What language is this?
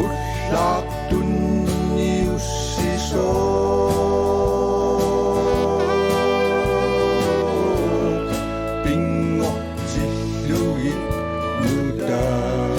Kalaallisut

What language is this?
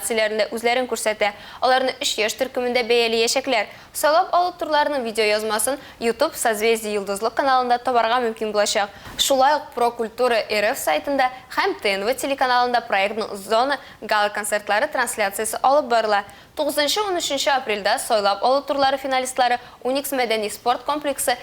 Tatar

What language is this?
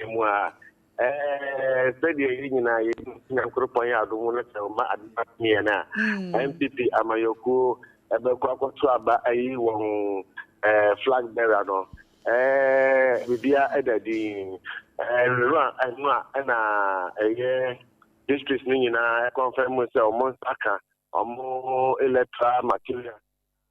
Akan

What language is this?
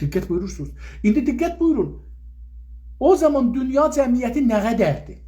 South Azerbaijani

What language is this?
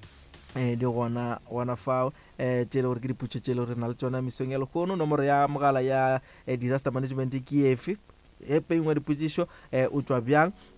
Northern Sotho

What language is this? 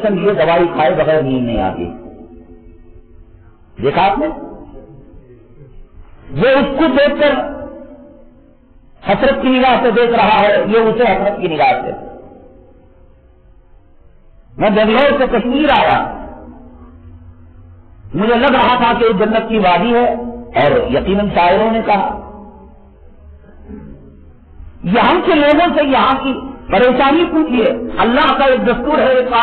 Urdu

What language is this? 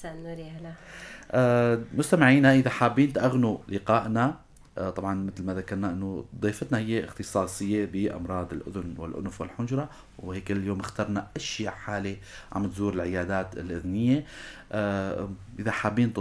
North Levantine Arabic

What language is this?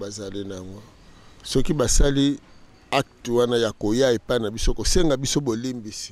Lingala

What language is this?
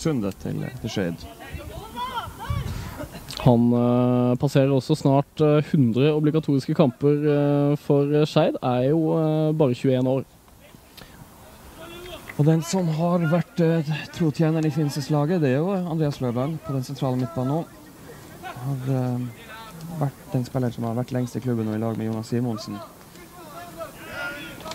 Norwegian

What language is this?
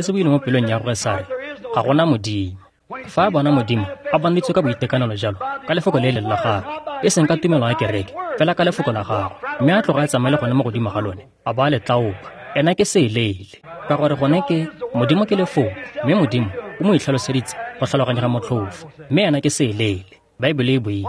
Tswana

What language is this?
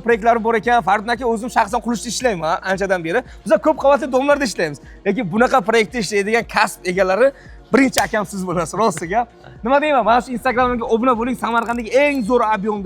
Uzbek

